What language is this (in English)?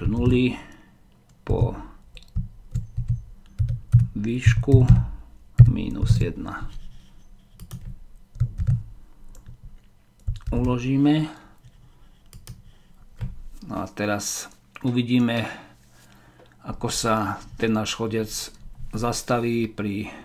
Slovak